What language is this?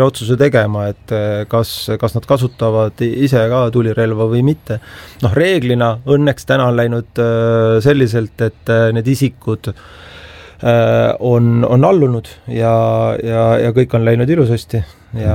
Estonian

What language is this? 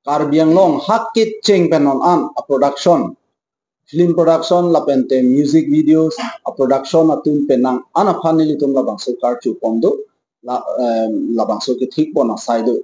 Karbi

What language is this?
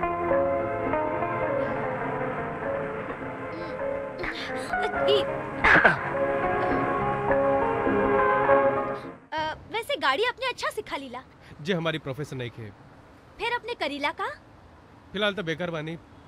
Bhojpuri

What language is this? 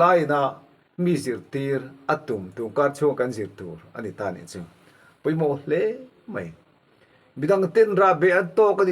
Mizo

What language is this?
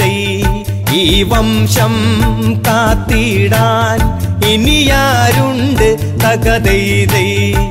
Malayalam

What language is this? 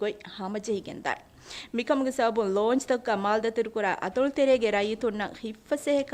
Divehi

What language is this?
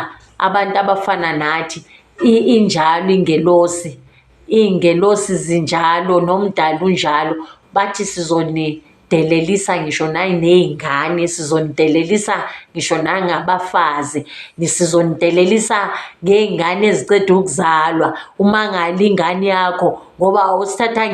Zulu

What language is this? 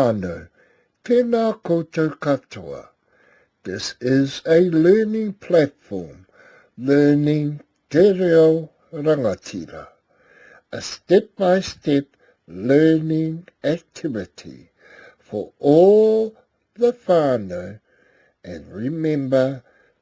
Māori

